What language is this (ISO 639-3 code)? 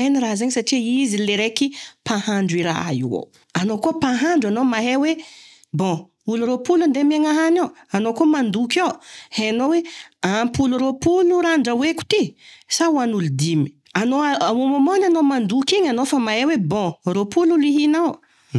mlg